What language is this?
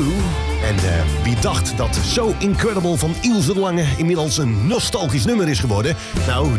Dutch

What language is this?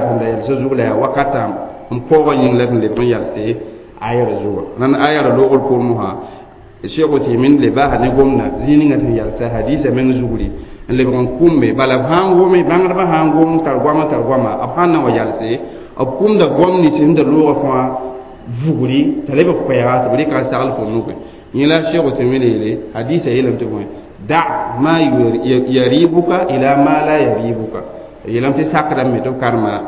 Mossi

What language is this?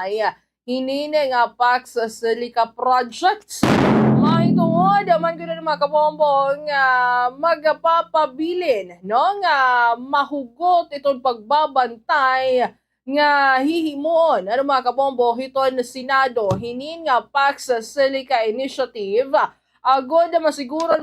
Waray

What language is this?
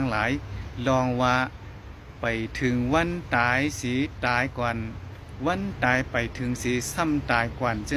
Shan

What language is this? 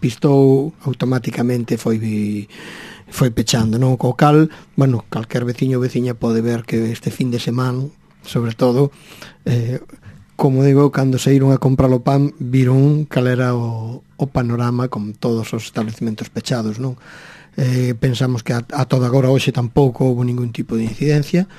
Galician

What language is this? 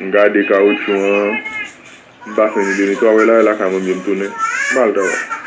Haitian Creole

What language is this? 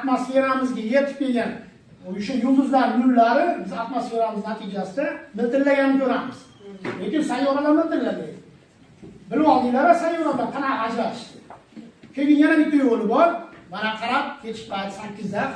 Uzbek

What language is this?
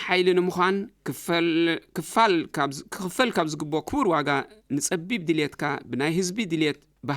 Tigrinya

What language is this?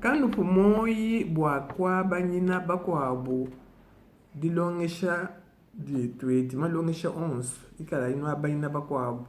Luba-Lulua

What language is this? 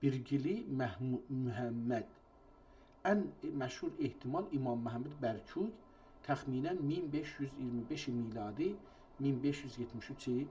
South Azerbaijani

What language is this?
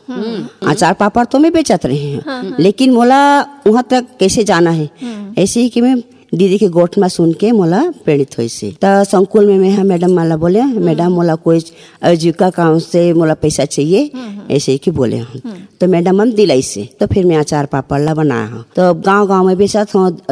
Chhattisgarhi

